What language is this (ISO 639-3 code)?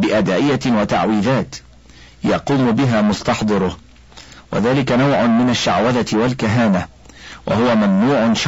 ara